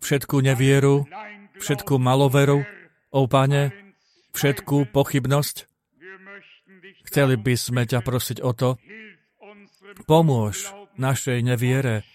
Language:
Slovak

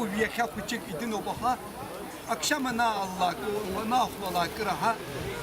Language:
Abkhazian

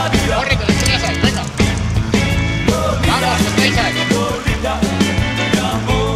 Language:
Spanish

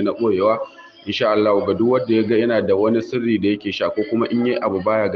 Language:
Hausa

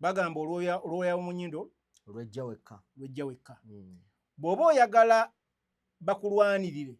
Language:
Ganda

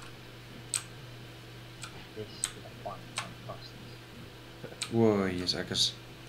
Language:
Afrikaans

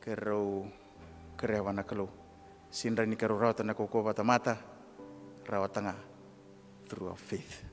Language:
Fijian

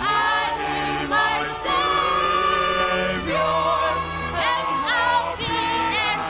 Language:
Ewe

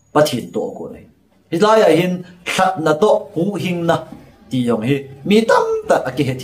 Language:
Thado Chin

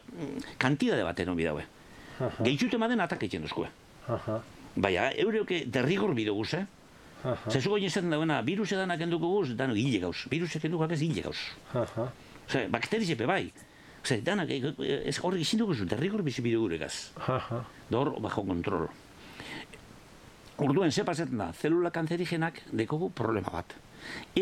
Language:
Basque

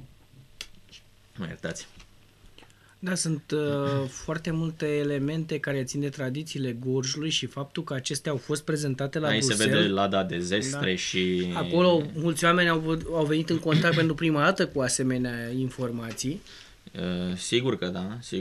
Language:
Romanian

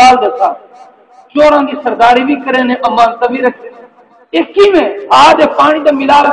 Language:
Saraiki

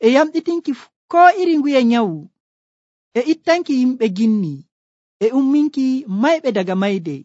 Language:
Nigerian Fulfulde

